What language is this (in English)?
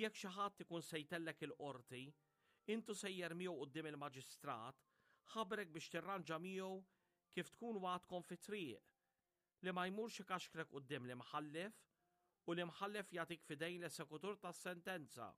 Maltese